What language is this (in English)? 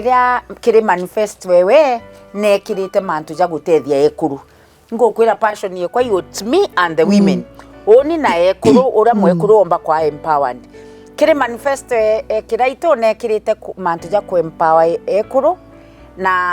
Meru